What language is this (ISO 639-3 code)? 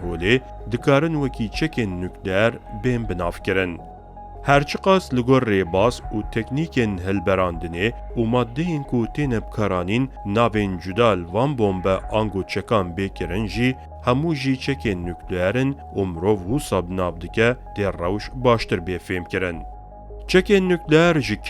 kur